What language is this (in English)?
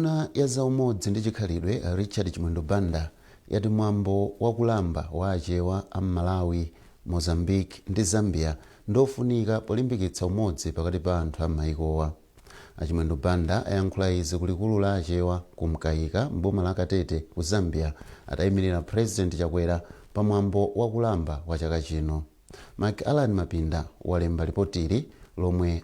Nyanja